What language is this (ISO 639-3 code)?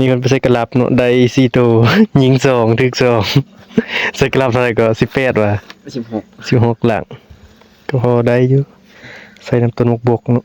tts